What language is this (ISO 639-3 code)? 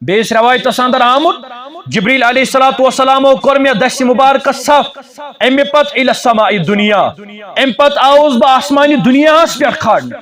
kas